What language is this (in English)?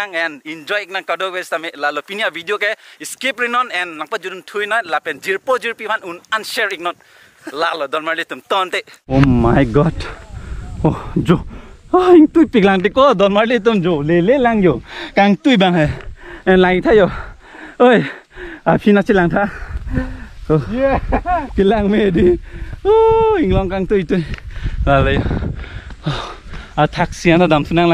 Karbi